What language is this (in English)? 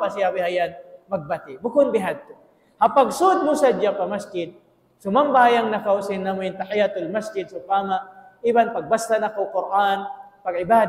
Tausug